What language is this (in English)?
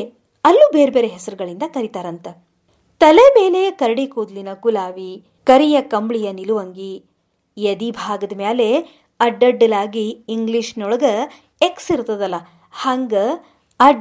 Kannada